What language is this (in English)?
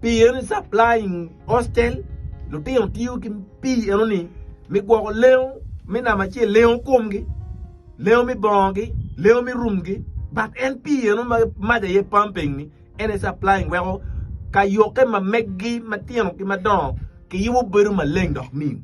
Acoli